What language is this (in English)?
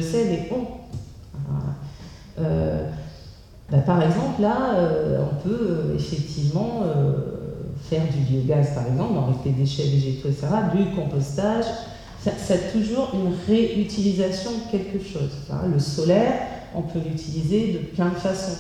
French